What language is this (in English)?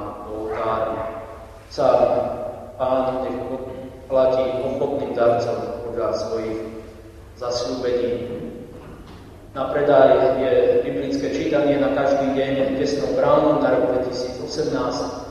Slovak